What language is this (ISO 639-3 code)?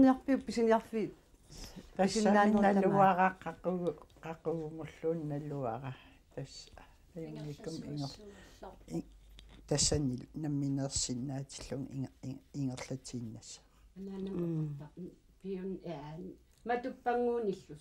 kal